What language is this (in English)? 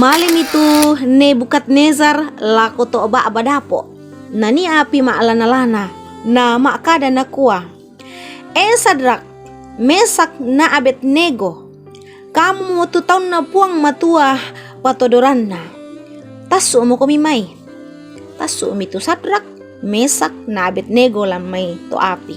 Toraja-Sa'dan